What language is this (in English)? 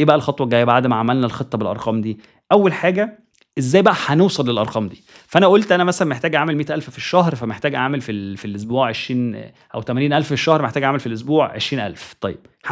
Egyptian Arabic